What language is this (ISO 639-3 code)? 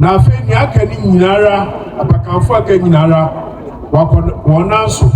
aka